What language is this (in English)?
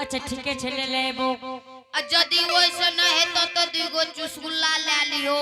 Angika